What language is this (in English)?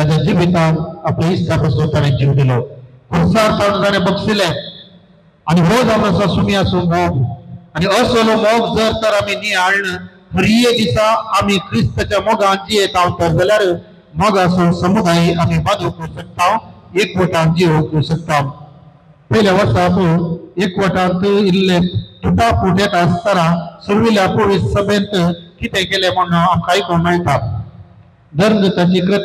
Konkani